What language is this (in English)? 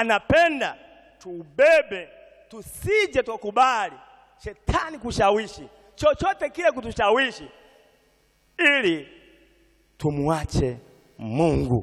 Swahili